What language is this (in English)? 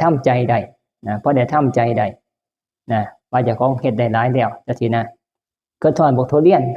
Northeastern Thai